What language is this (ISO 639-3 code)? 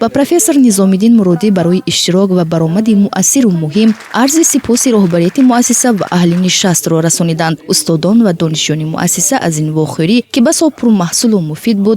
tgk